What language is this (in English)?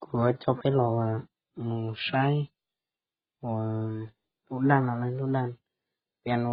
Hmong